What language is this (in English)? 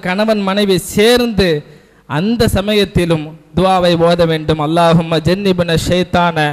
Tamil